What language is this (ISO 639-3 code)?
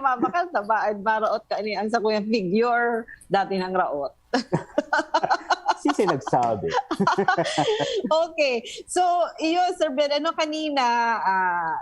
bik